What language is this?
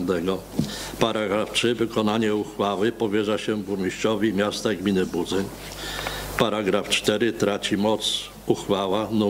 Polish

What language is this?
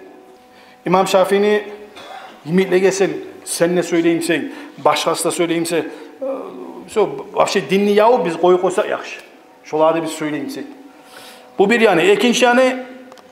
Kumyk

